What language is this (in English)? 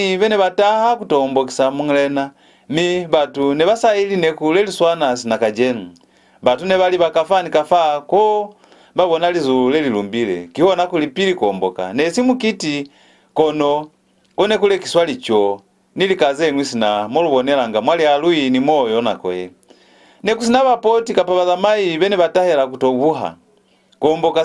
Lozi